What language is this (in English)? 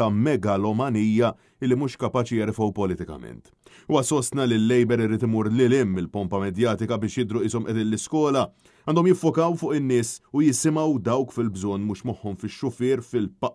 Maltese